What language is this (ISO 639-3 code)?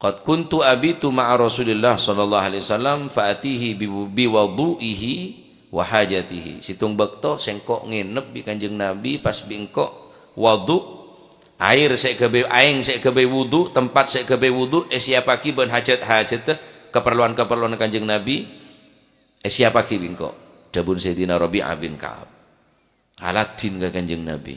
mad